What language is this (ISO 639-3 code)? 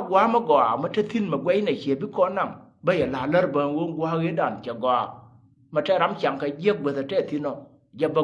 nus